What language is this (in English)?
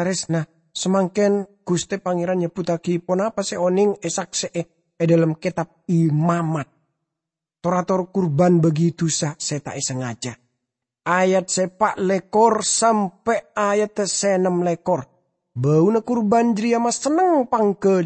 Madurese